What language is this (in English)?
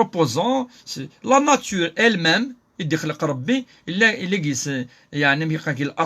Kabyle